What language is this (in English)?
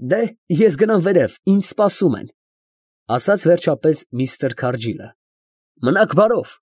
Armenian